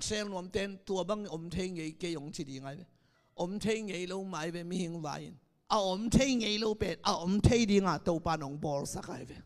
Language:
Tedim Chin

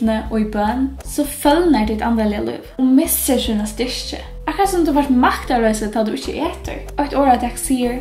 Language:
Faroese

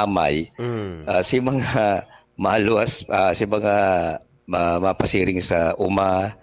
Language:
Bikol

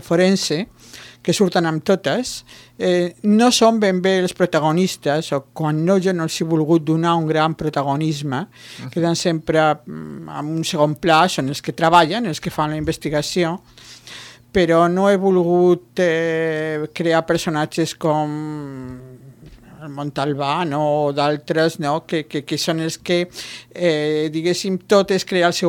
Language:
Catalan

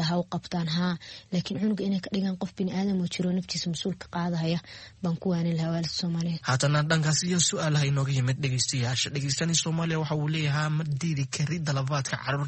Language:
Somali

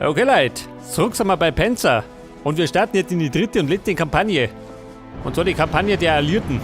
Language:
Bavarian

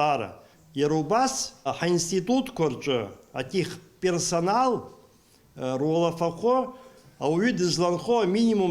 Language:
Abkhazian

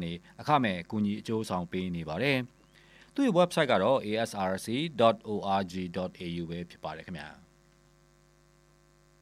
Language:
Burmese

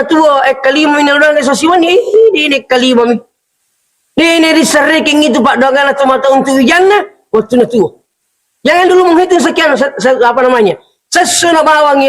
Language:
Buginese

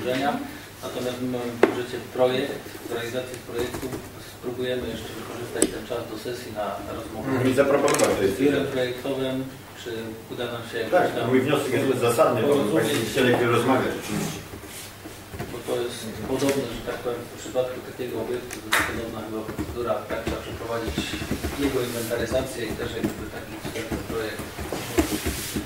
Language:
Polish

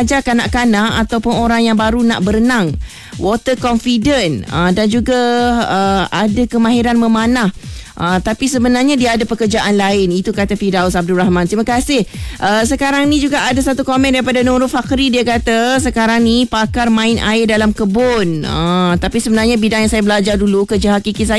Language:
Malay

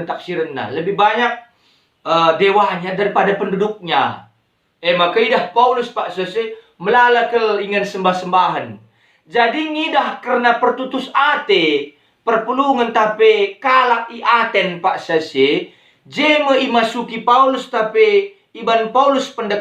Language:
Batak Karo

